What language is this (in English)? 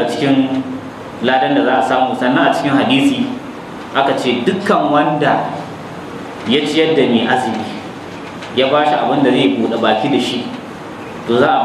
Hausa